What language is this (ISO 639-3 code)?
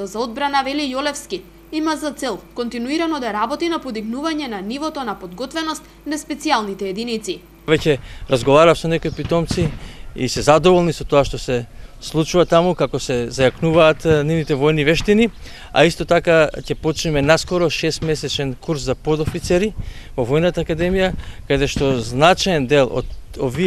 mkd